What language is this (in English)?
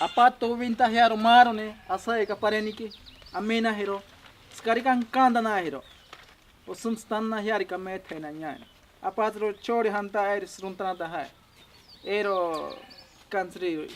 Ashéninka Perené